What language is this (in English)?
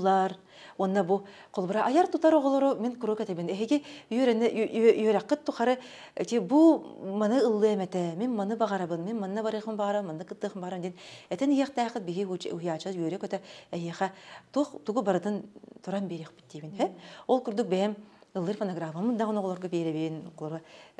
Yakut